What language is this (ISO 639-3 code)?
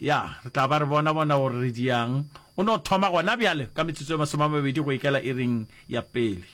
nso